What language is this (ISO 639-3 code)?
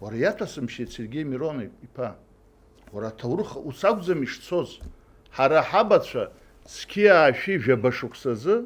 abk